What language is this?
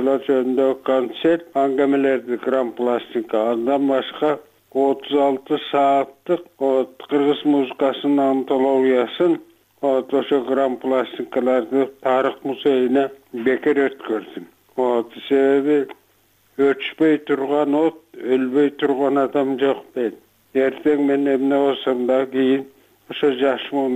Kyrgyz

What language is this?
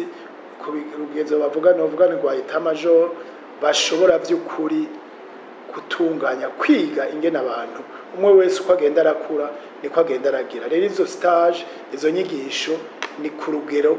Rundi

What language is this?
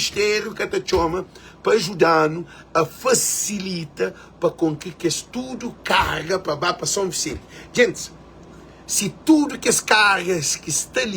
Kabuverdianu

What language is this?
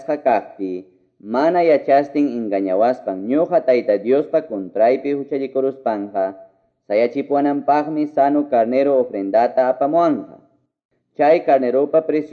Quechua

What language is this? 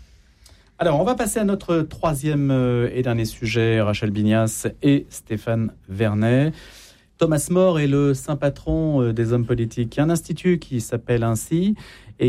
French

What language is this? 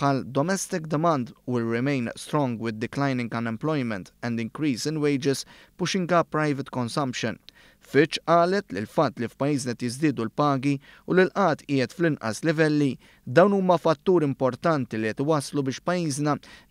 Maltese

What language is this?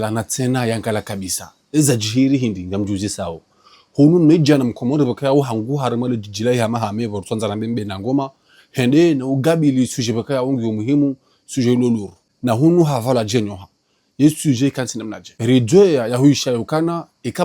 Ngazidja Comorian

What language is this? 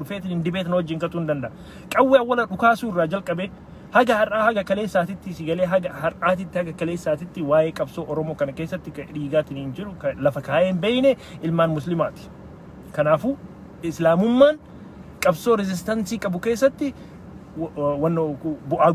Oromo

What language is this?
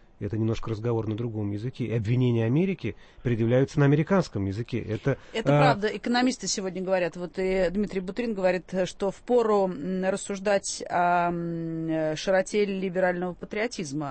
Russian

